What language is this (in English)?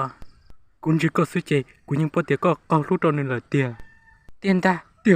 Hmong